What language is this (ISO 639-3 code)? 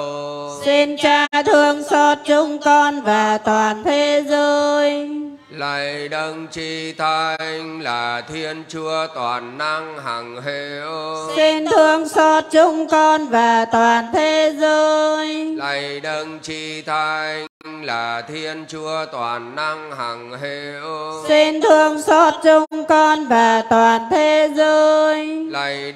vie